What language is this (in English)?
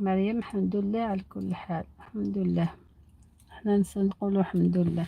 Algerian Arabic